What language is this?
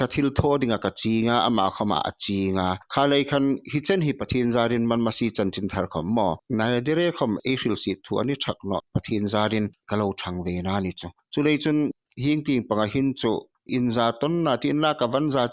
Hmar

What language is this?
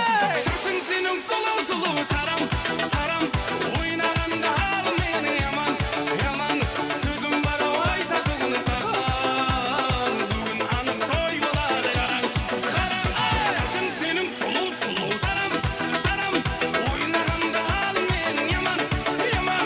Kara-Kalpak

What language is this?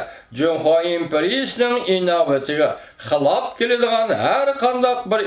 Uyghur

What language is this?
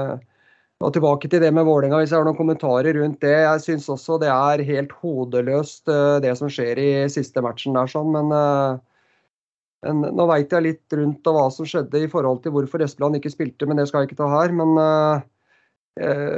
Norwegian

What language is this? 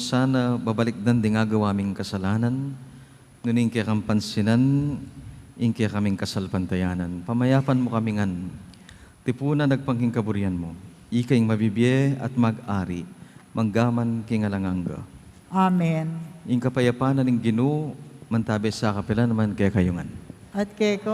Pampanga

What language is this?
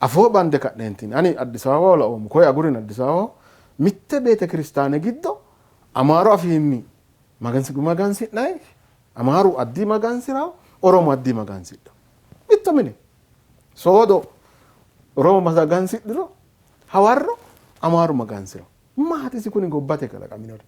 Sidamo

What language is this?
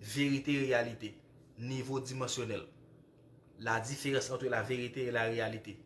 Haitian Creole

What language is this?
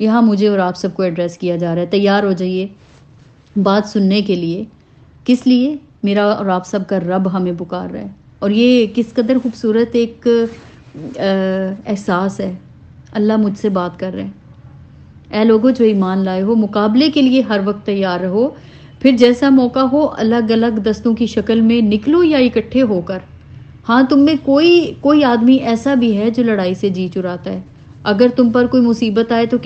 Urdu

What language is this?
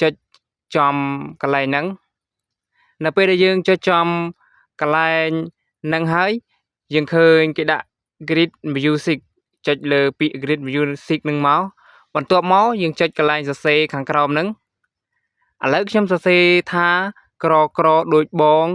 Khmer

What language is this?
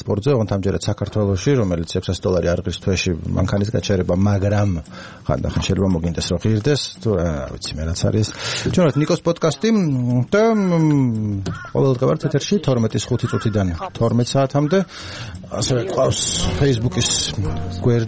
Georgian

